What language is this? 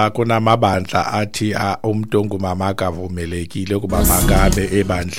Xhosa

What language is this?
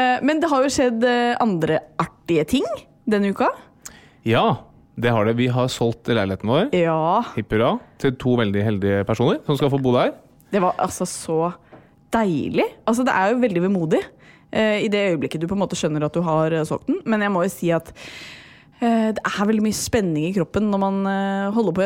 Norwegian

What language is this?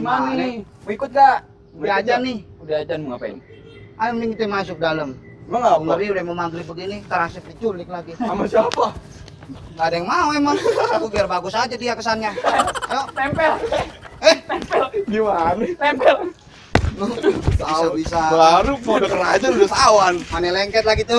Betawi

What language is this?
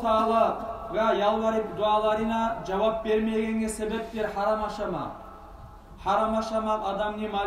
Kumyk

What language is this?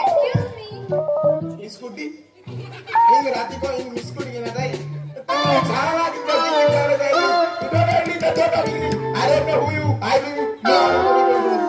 Konkani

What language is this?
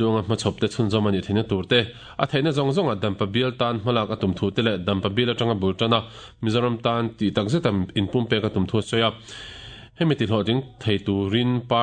Mizo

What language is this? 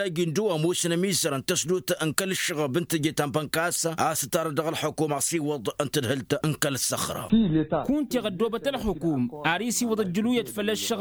Tamasheq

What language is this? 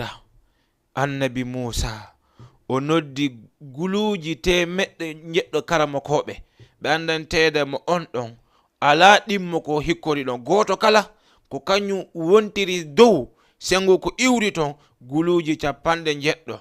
Fula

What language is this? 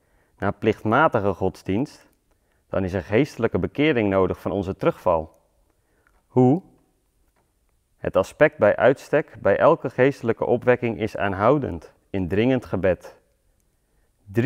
Dutch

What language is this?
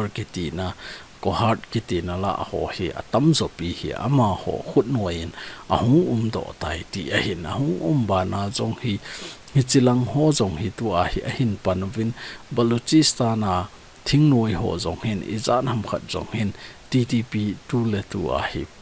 Thado Chin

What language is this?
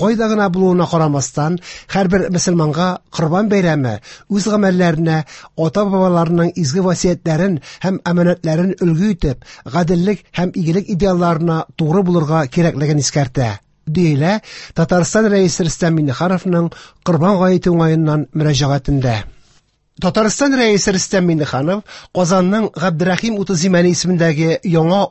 Tatar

